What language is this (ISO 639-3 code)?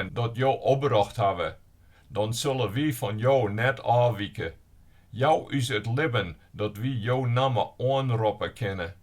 fry